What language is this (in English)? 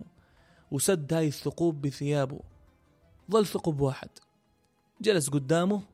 North Levantine Arabic